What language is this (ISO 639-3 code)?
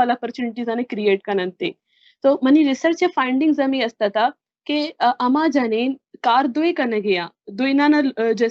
bal